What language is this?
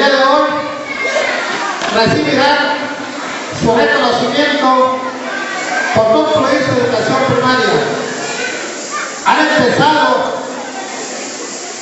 Spanish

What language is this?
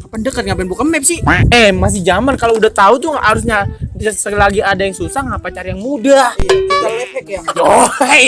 Betawi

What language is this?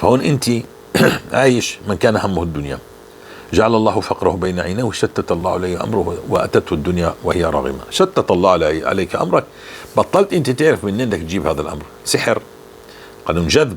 North Levantine Arabic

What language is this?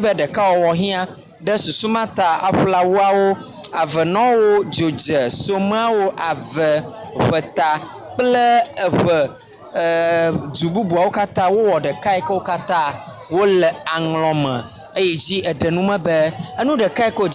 Ewe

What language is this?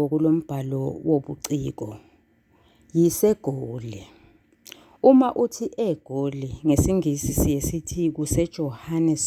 Zulu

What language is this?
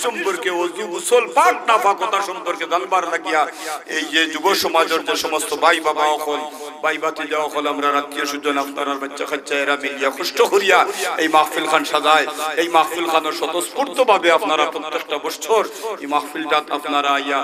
Sylheti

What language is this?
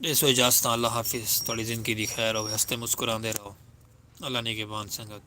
Saraiki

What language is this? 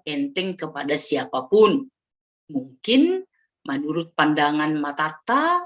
Batak Simalungun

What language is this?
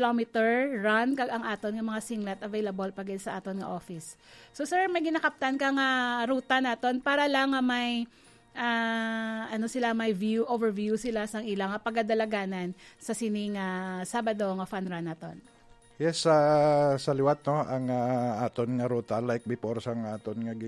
Hiligaynon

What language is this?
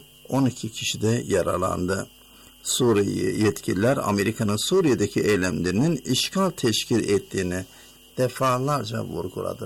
Turkish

